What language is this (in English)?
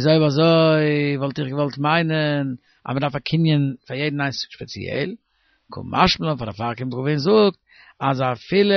Yiddish